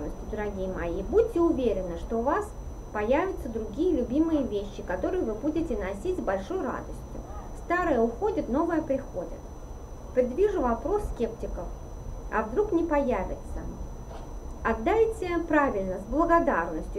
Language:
Russian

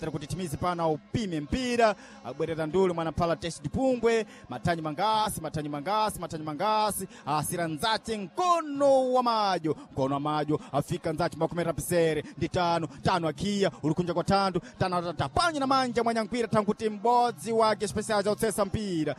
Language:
Sena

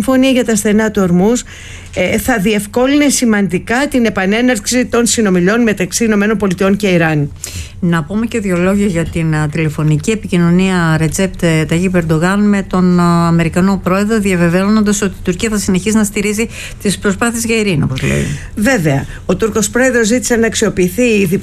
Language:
Greek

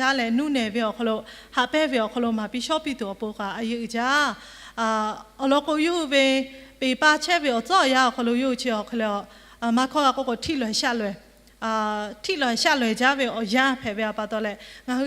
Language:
Lahu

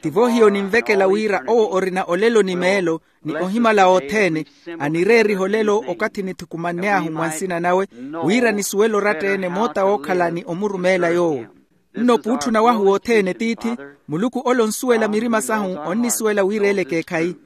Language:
Makhuwa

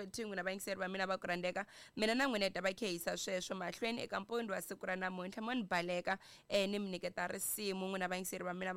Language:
Tsonga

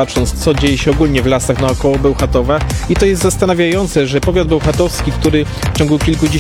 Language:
Polish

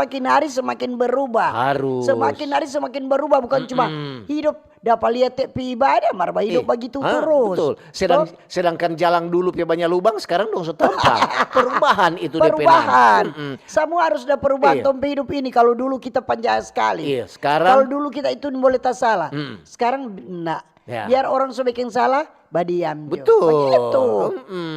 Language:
Manado Malay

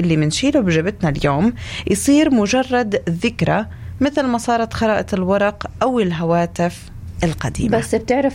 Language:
North Levantine Arabic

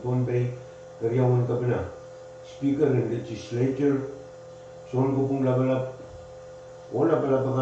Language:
Pohnpeian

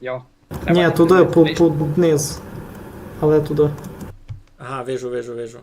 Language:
Rusyn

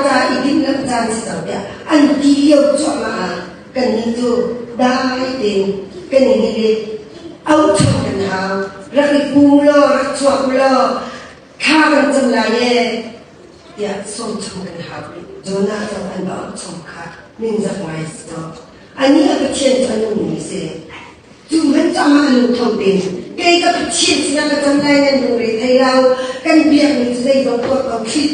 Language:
Hakha Chin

